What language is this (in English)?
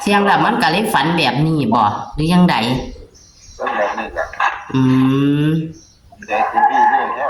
Northeastern Thai